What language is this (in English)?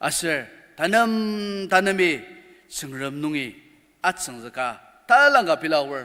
Ao Naga